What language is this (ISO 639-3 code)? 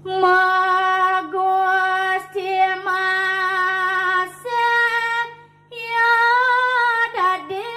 ban